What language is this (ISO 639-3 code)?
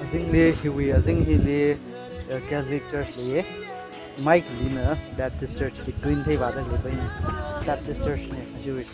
nmf